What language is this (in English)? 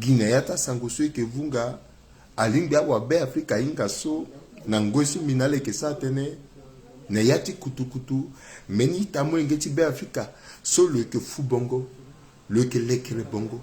Sango